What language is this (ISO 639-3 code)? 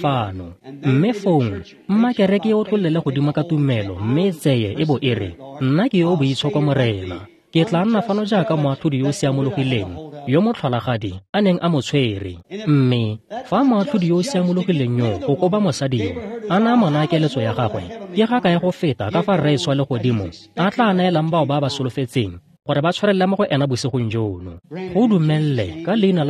tsn